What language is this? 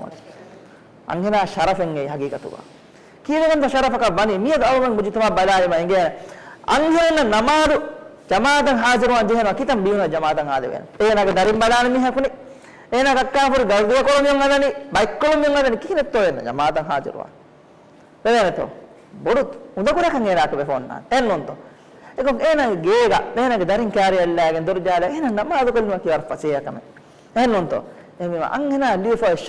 Divehi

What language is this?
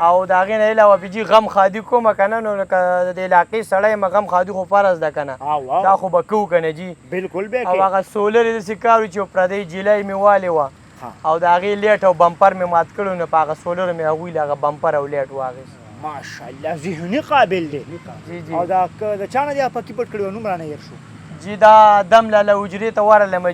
Pashto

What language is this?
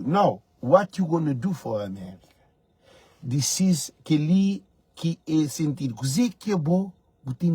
Kabuverdianu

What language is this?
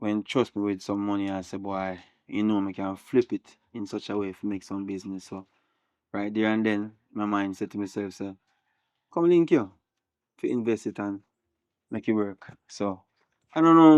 Jamaican Creole English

